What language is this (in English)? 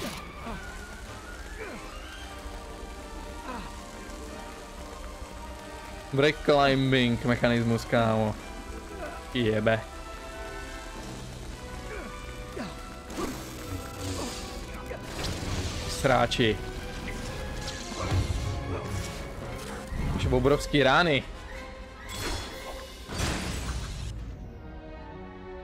Czech